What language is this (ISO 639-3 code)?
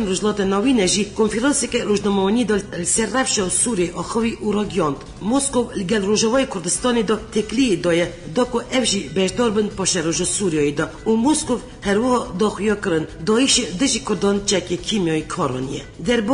kur